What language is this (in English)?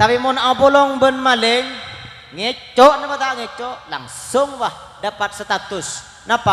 Madurese